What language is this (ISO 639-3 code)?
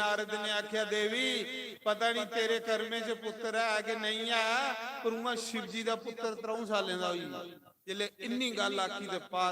doi